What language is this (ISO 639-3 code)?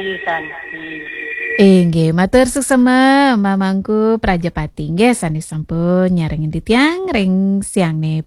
ban